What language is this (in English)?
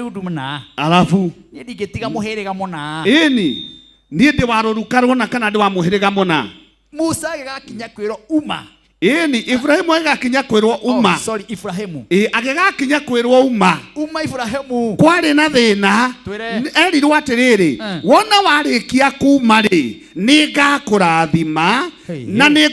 Kikuyu